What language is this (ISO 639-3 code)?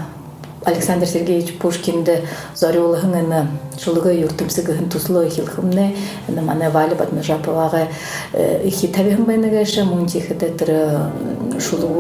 bua